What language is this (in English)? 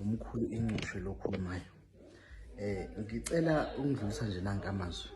Zulu